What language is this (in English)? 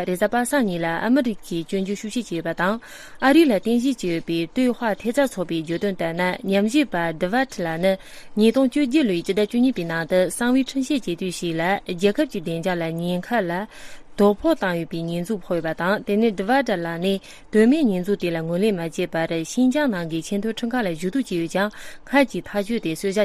Tibetan